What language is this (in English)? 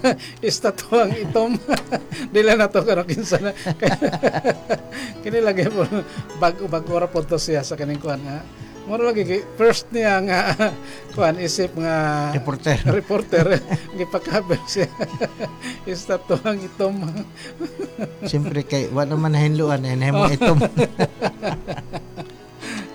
Cebuano